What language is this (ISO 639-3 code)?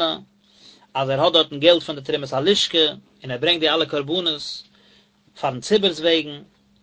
yid